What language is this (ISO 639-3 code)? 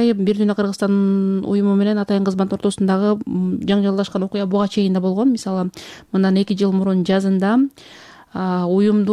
kir